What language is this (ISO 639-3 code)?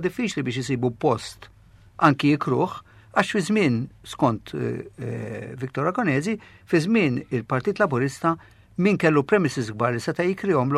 mlt